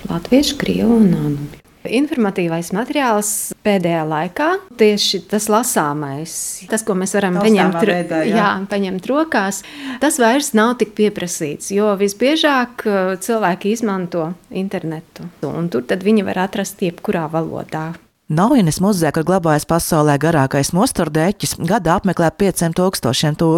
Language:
Latvian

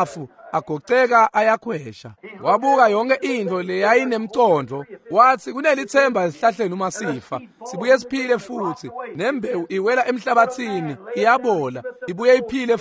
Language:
Swati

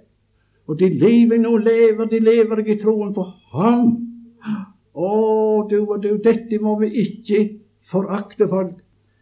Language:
Norwegian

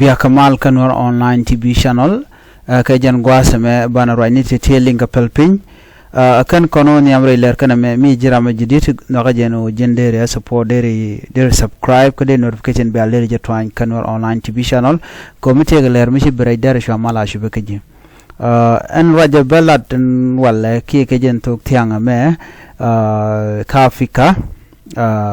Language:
Nuer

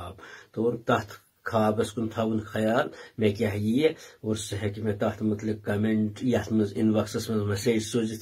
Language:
Kashmiri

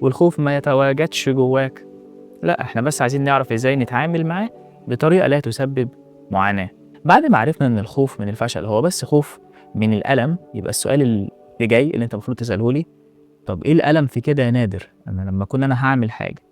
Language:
Egyptian Arabic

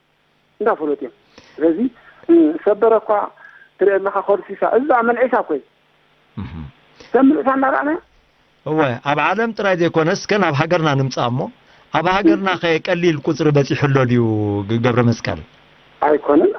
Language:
Tigrinya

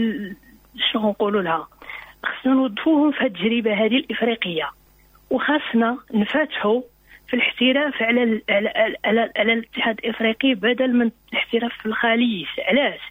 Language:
Moroccan Arabic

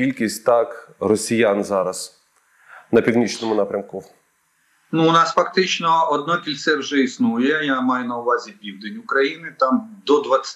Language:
Ukrainian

